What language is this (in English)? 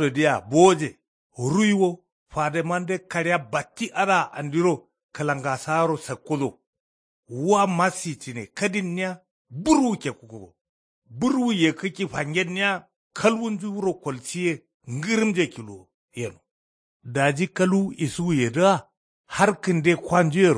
Kanuri